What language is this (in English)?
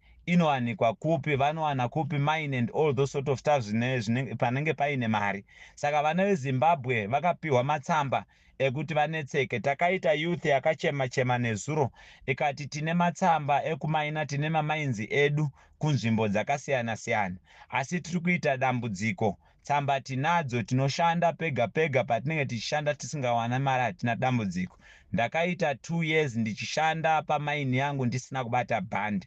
Shona